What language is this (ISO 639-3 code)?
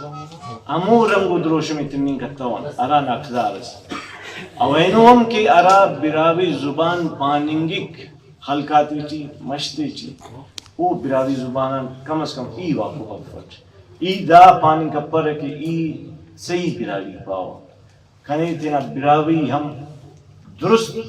brh